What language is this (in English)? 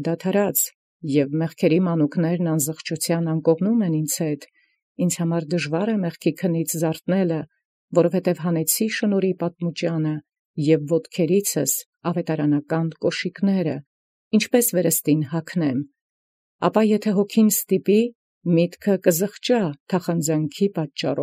Armenian